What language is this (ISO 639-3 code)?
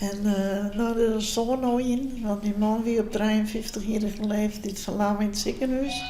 fry